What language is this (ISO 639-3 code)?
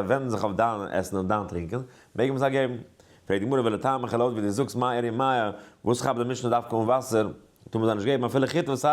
yid